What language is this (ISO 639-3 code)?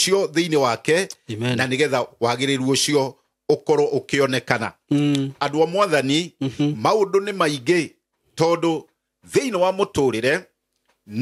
kik